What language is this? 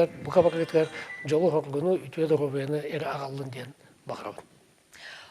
Yakut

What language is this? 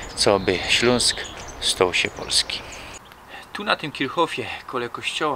Silesian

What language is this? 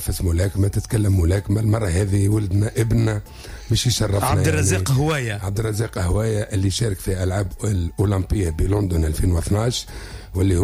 Tunisian Arabic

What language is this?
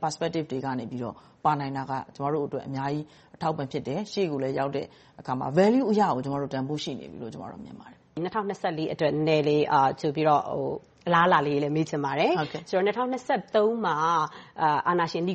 Burmese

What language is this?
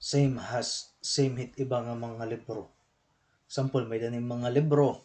Waray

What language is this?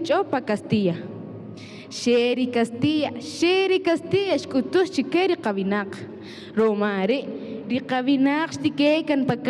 Kaqchikel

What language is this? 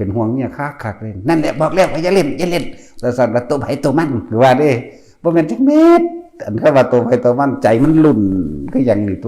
Northeastern Thai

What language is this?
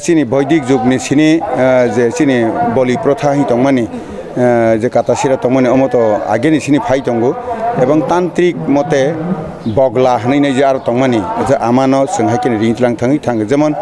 Kok Borok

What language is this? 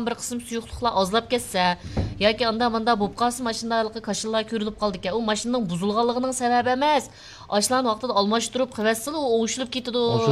Uyghur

